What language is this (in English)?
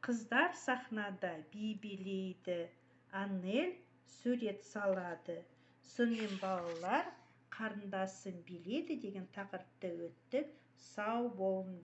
Kazakh